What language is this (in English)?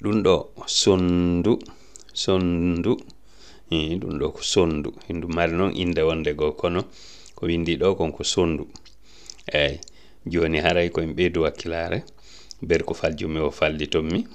Fula